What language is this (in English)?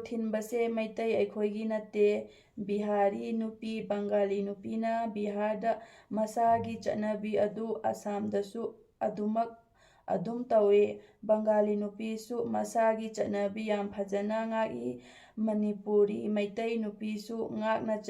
Manipuri